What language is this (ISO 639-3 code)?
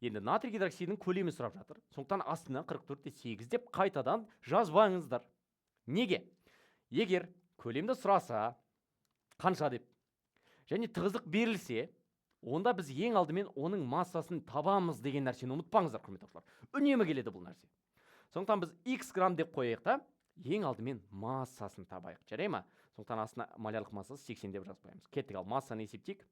kaz